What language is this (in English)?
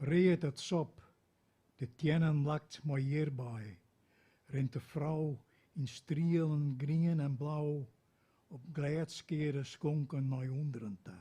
Western Frisian